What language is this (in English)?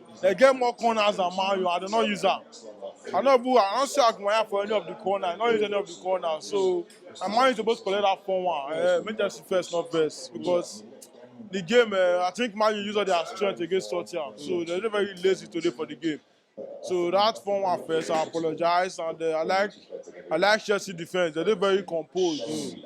Nigerian Pidgin